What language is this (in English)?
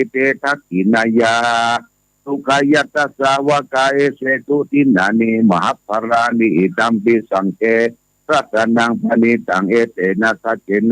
Pali